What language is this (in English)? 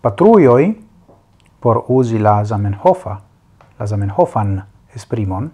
Esperanto